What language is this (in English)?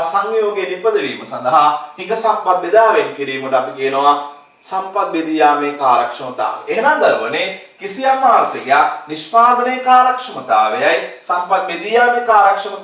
Sinhala